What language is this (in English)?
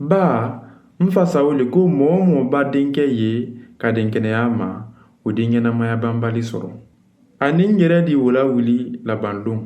Mandingo